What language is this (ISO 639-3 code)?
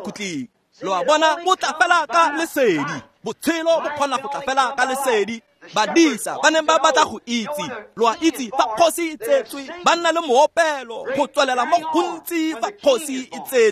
tsn